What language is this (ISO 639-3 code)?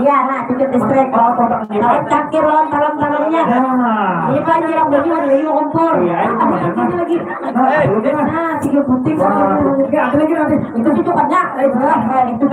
bjn